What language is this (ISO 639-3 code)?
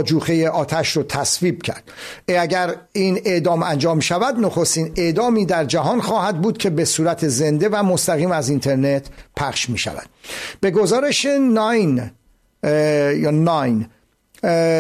fas